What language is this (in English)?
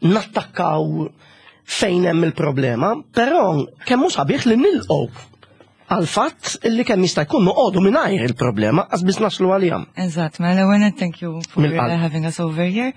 Maltese